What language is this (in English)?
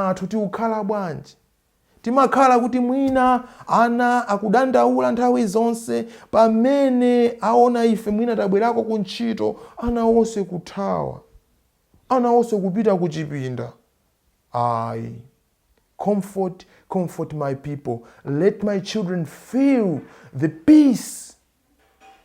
Nyanja